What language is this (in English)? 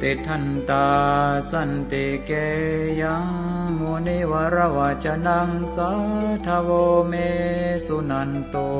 Pali